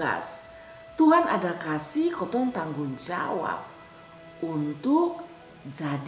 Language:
Kupang Malay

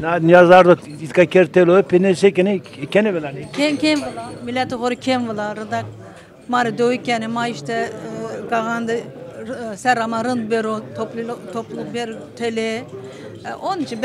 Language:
Zaza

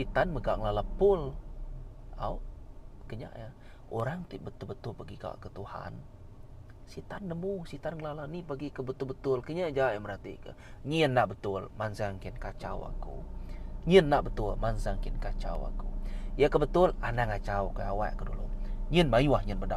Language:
Iban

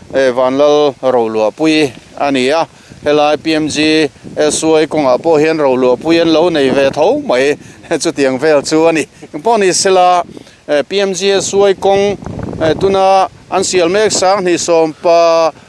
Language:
Mizo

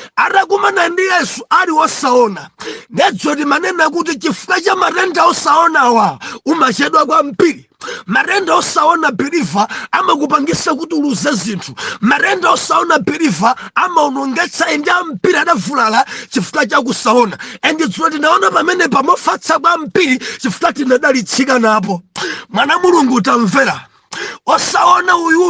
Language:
Nyanja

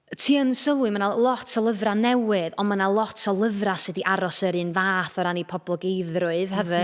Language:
Welsh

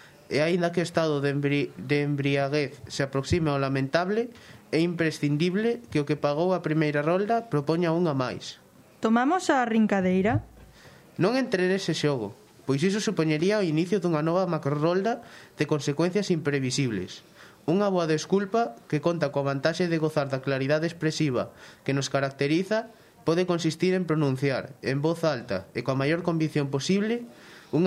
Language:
Galician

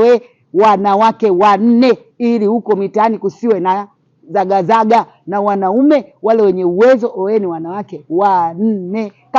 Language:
Swahili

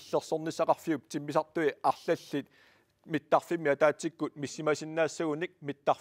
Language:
Kalaallisut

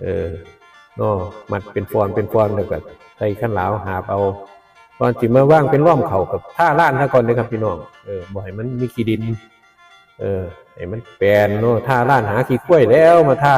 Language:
Northeastern Thai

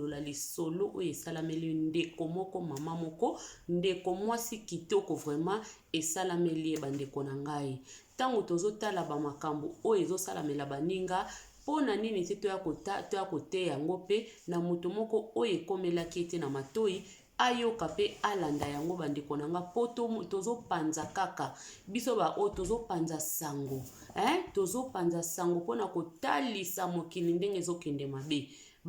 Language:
Lingala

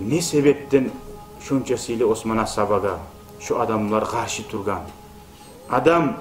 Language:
Kumyk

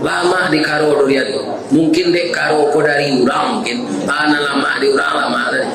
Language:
Minangkabau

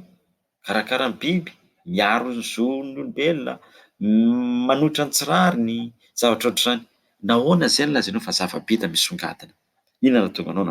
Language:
Malagasy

